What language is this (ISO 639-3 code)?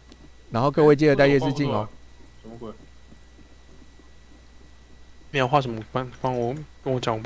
zho